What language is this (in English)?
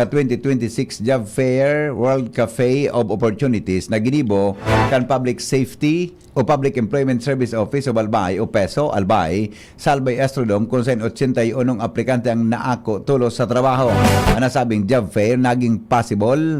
Bikol